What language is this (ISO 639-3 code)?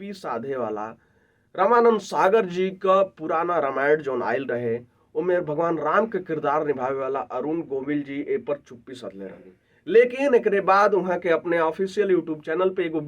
bho